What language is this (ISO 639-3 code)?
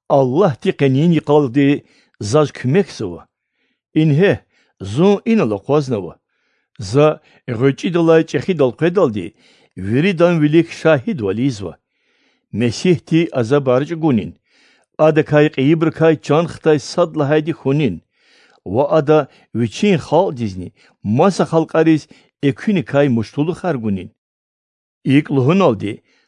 lez